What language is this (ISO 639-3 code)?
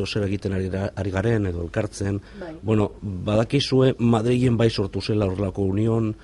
eus